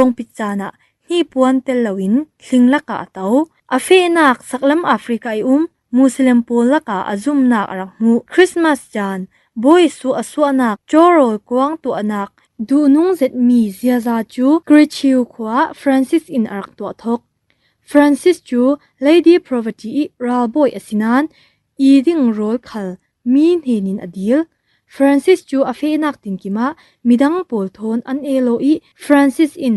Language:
Falam Chin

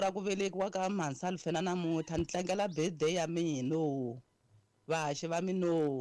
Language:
Tsonga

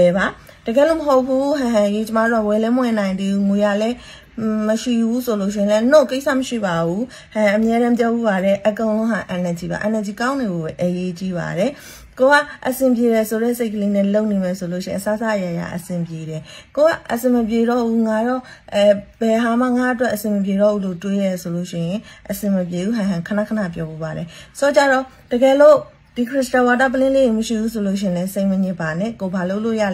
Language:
Burmese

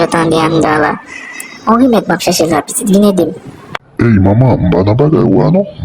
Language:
Haitian Creole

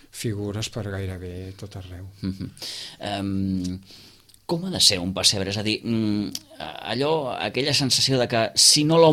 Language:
Catalan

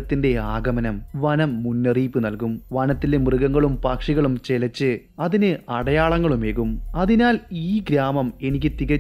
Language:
Malayalam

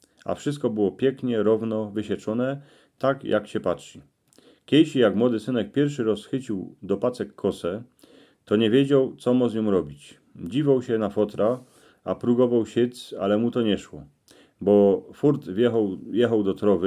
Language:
Silesian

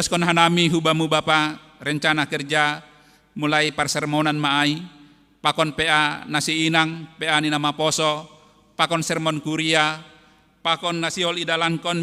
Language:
Batak Simalungun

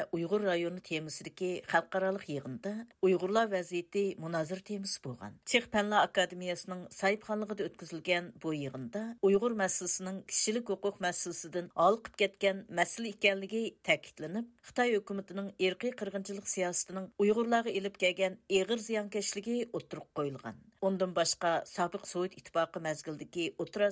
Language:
Uyghur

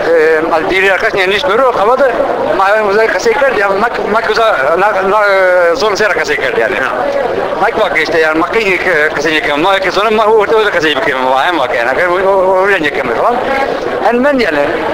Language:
Zaza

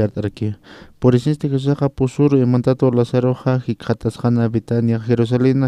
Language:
Aymara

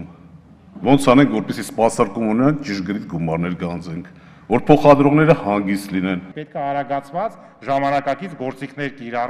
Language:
Armenian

